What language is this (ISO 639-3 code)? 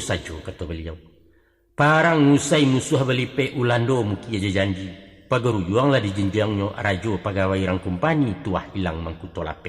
min